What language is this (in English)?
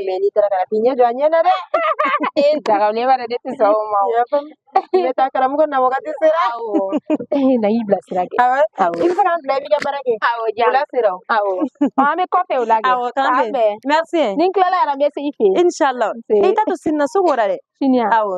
Bambara